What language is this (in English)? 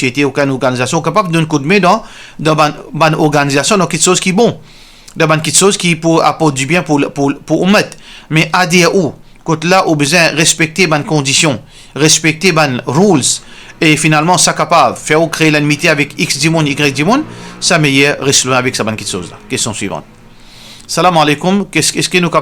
Morisyen